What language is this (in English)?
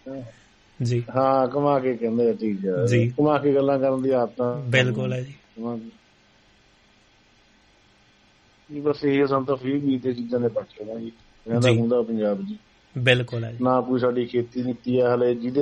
Punjabi